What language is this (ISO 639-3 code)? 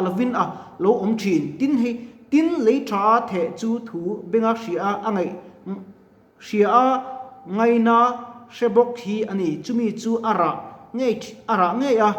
lus